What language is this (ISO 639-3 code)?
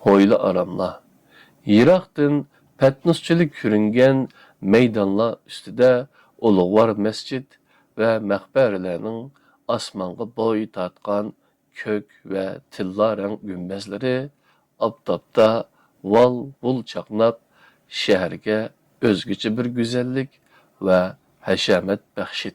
uig